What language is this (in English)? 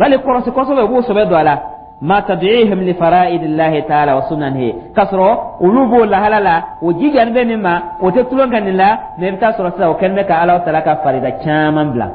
Dyula